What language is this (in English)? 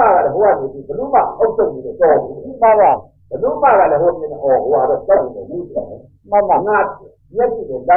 Burmese